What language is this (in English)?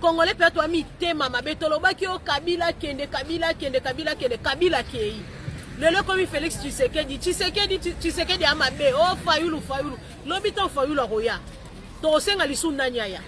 Lingala